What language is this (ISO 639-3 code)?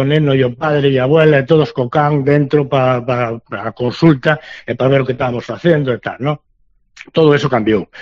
glg